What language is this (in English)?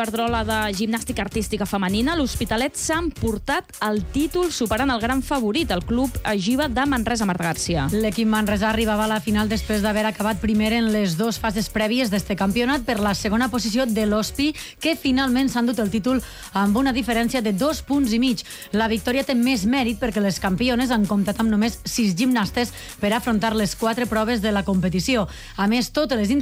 Catalan